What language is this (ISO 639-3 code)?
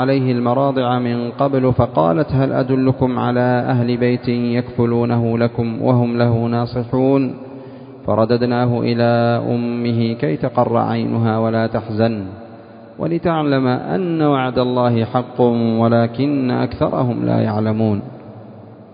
ara